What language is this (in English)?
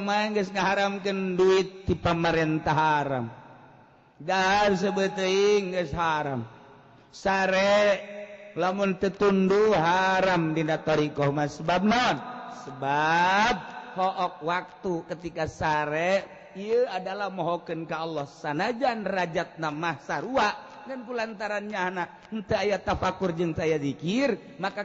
Sundanese